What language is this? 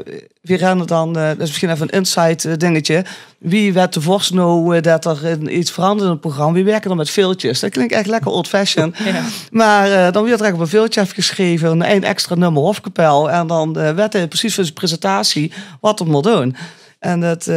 Limburgish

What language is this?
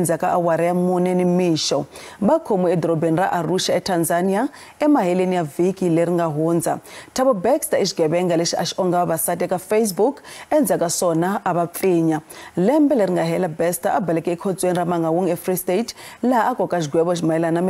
Tsonga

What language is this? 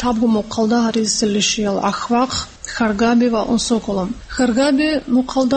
Avaric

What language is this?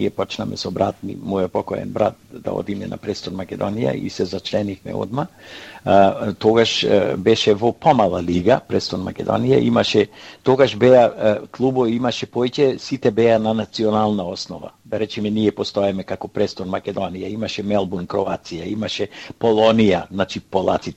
Macedonian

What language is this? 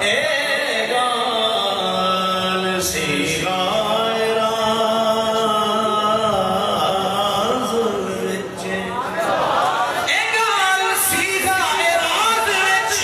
Saraiki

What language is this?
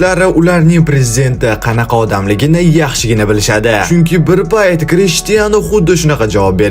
Uzbek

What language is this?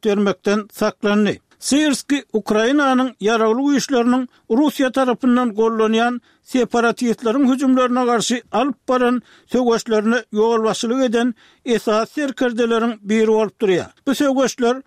Turkmen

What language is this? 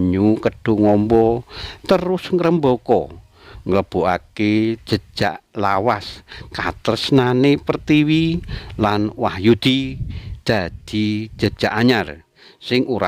Javanese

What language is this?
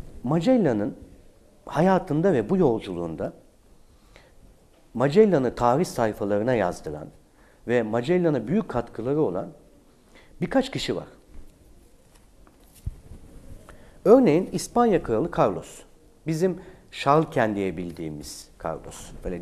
Turkish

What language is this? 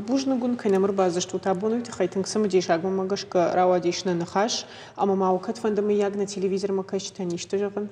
Ossetic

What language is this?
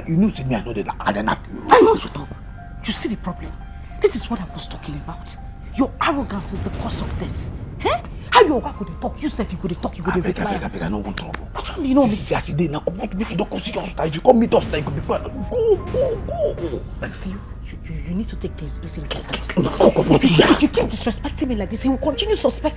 Nigerian Pidgin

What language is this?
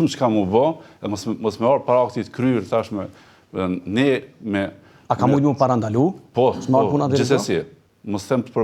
Albanian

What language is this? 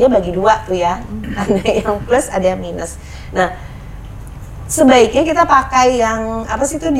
Indonesian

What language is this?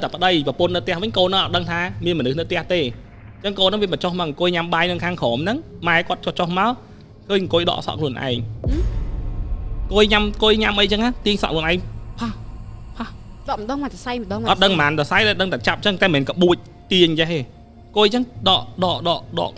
Khmer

